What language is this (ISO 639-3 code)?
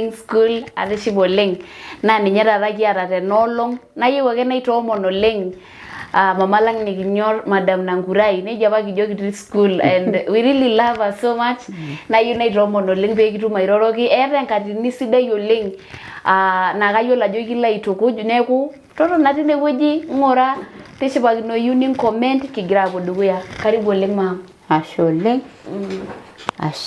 mas